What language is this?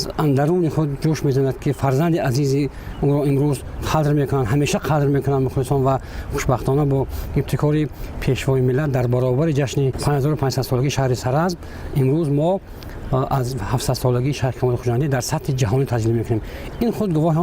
Tajik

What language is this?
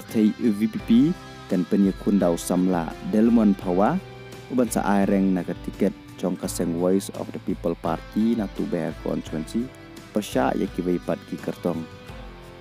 Khasi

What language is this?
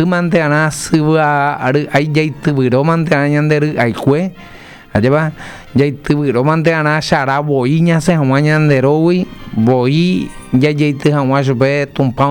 Guarani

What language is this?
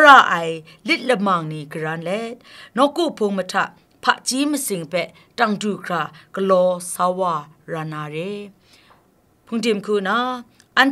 Kachin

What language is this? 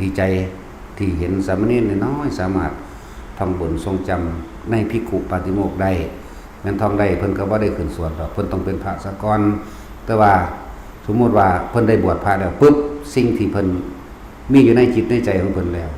Lao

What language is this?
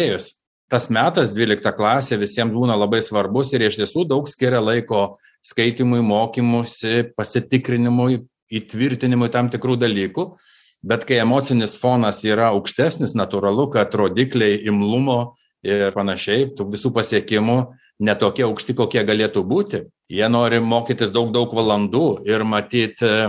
Lithuanian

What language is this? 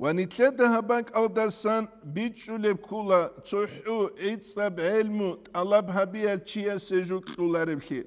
Avaric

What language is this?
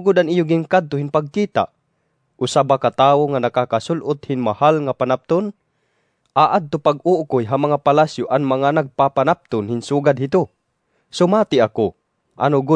Waray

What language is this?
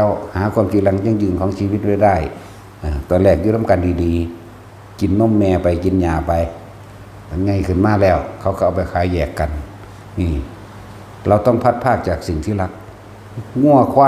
Northeastern Thai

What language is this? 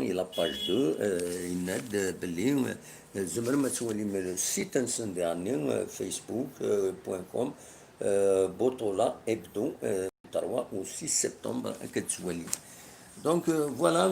Kabyle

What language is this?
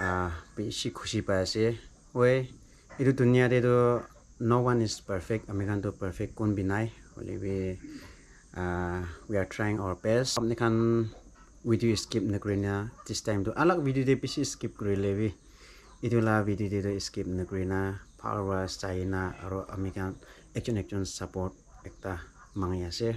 Naga Pidgin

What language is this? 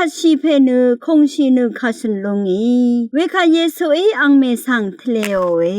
Rawang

